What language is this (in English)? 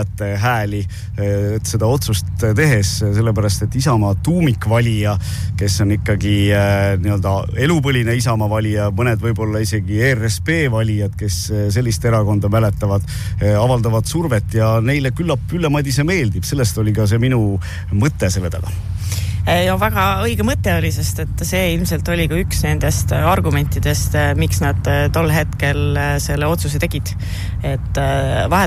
Estonian